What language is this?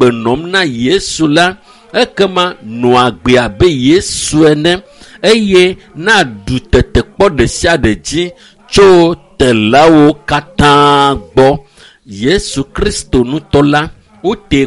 Ewe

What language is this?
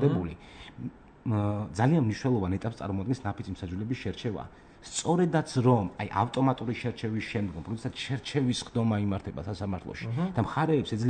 Georgian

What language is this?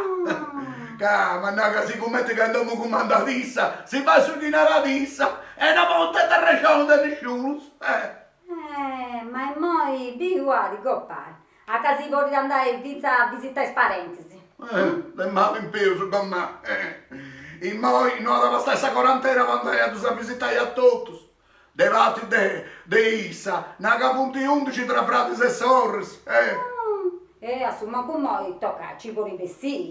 Sardinian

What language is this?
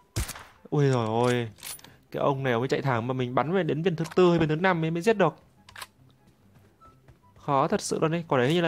Vietnamese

